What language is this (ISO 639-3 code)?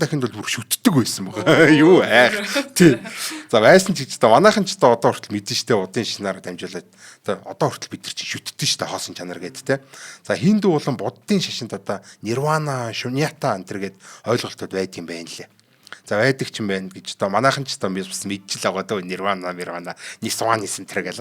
mon